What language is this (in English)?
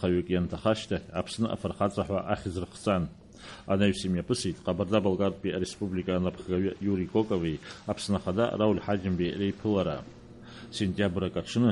Abkhazian